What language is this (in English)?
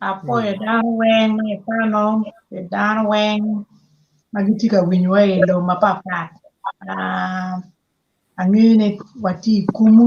Acoli